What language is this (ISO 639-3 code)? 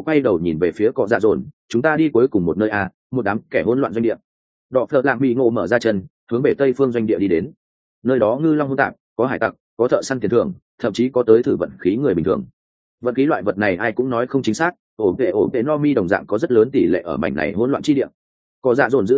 vie